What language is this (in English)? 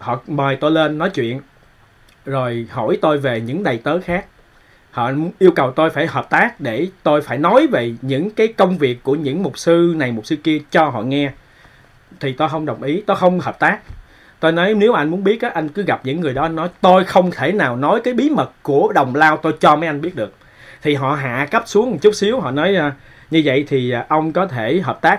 Vietnamese